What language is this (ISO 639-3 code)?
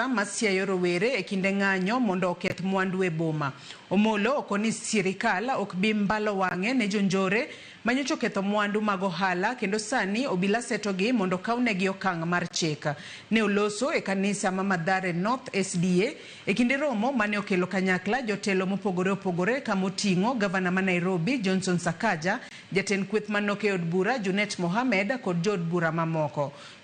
luo